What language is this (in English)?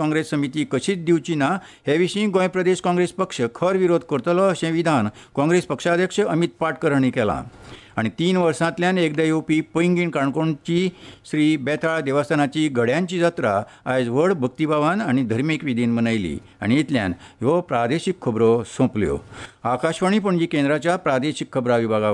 Konkani